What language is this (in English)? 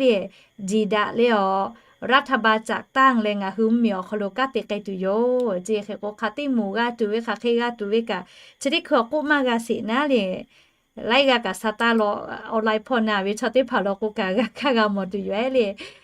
Lahu